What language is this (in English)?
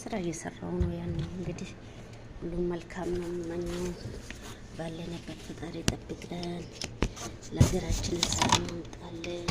Amharic